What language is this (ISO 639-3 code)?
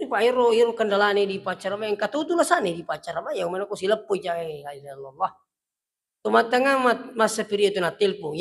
bug